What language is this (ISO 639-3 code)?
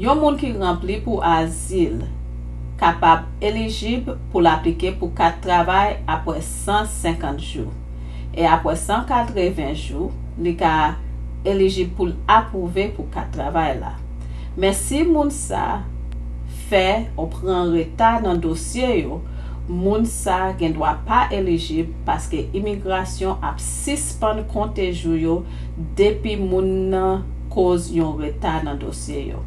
hat